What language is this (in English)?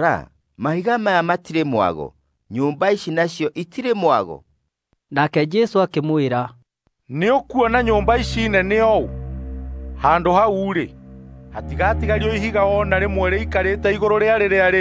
Kikuyu